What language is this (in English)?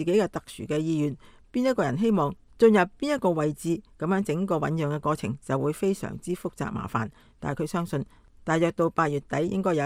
Cantonese